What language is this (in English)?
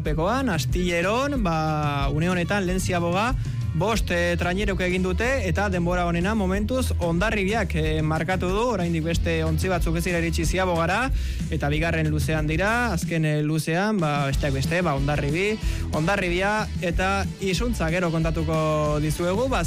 Basque